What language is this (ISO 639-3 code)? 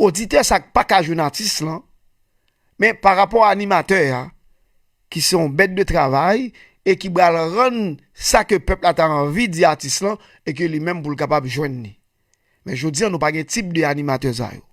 hat